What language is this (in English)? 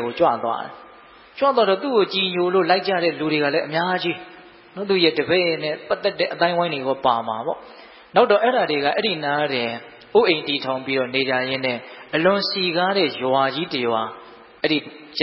Burmese